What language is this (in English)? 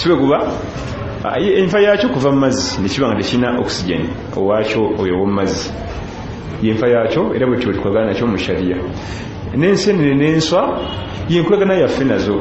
Ganda